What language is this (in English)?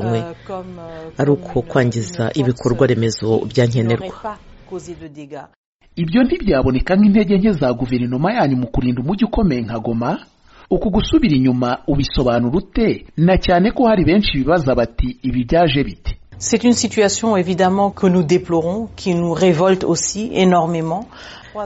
Kinyarwanda